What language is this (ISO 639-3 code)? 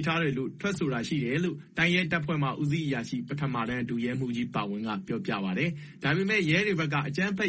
mya